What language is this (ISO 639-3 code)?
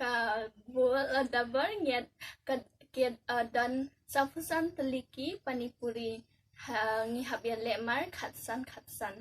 kha